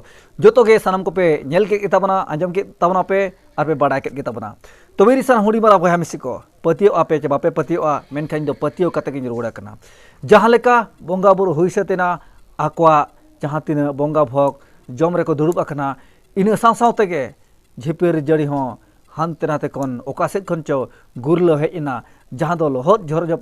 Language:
Santali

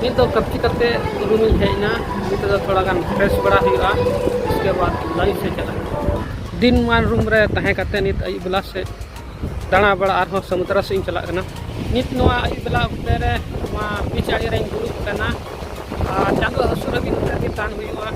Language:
Santali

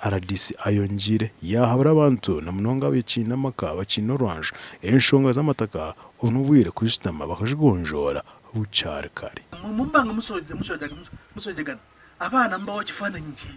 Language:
Nyankole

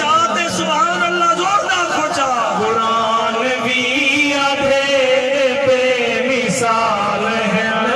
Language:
Saraiki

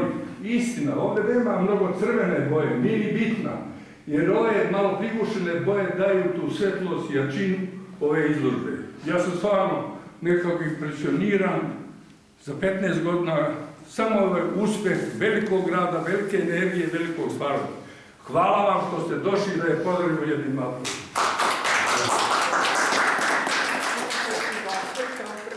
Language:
Serbian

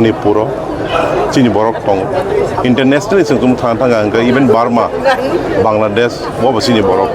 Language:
Kok Borok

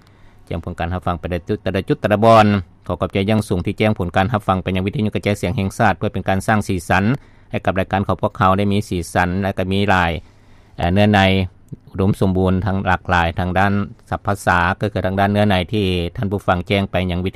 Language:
Lao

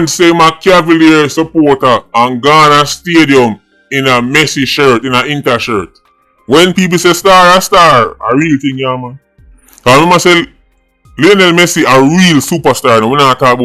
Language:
Jamaican Creole English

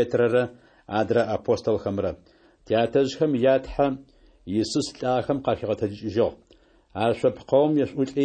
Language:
Adyghe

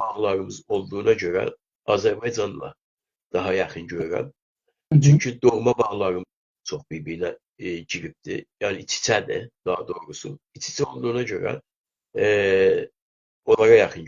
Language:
South Azerbaijani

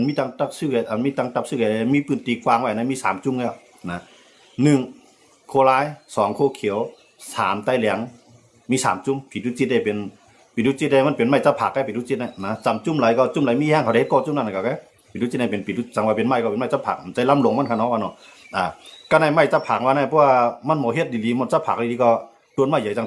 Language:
Shan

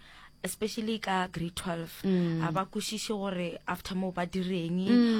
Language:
Northern Sotho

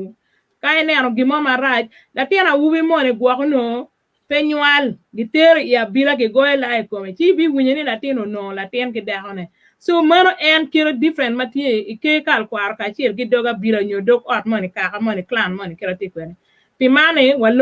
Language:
Acoli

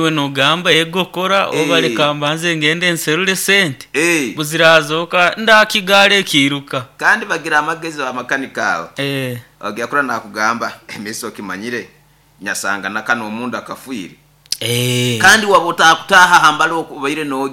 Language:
Nyoro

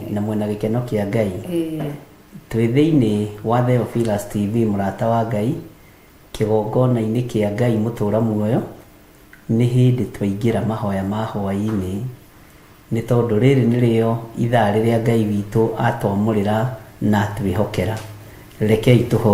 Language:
Kikuyu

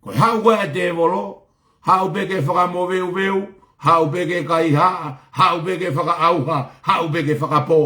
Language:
Tongan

